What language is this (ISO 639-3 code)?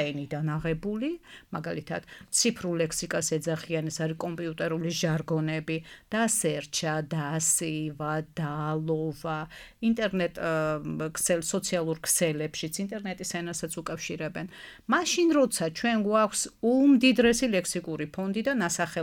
kat